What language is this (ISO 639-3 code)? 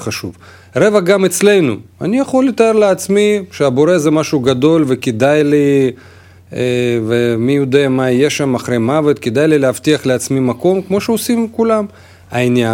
heb